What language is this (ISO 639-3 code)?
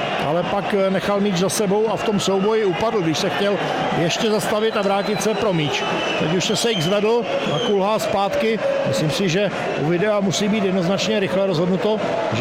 ces